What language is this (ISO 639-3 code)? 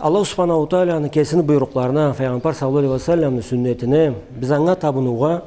krc